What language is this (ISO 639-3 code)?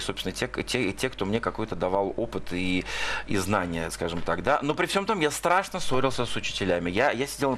rus